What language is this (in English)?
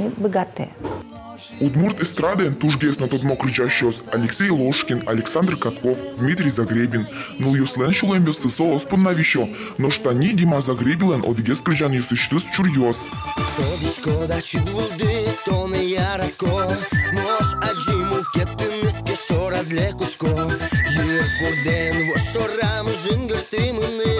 Udmurt